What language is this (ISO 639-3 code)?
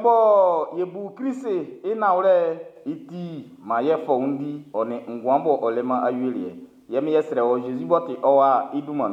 bci